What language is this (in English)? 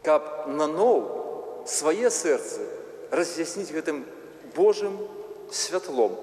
Belarusian